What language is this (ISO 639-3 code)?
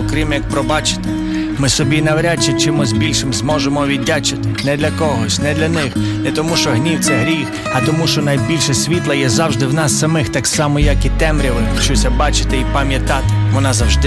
ukr